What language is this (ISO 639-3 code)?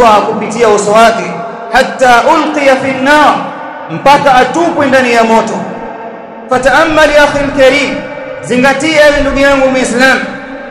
swa